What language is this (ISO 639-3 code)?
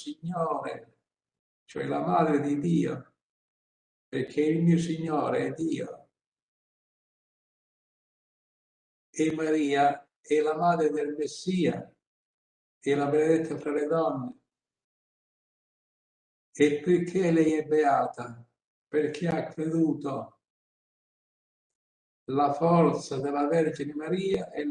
ita